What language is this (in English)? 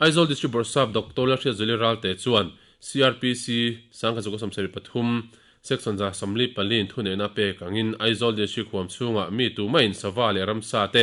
Mizo